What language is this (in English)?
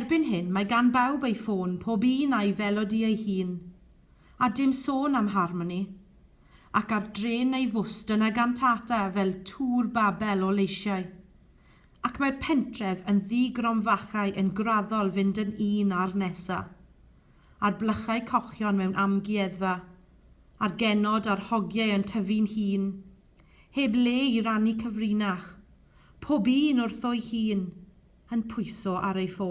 Welsh